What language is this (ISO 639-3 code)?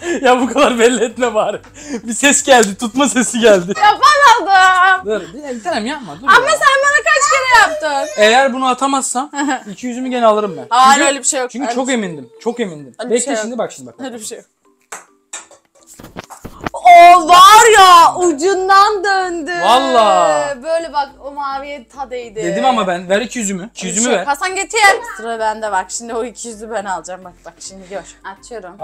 tur